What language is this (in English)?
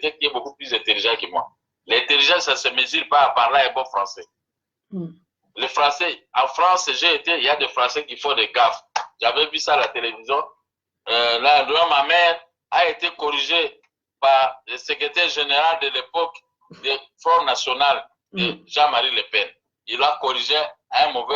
Lingala